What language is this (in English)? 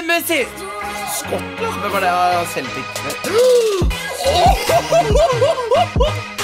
Norwegian